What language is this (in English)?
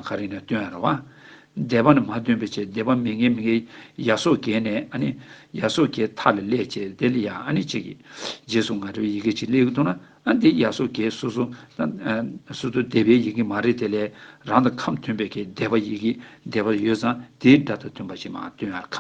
Tibetan